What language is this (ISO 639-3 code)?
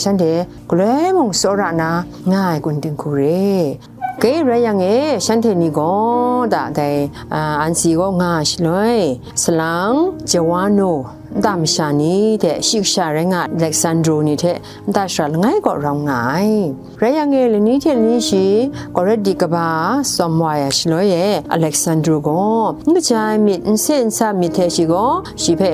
kac